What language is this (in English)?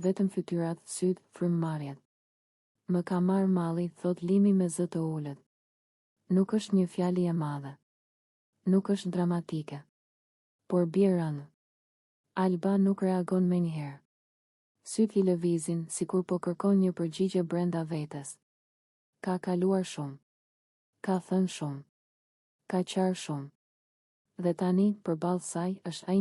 Albanian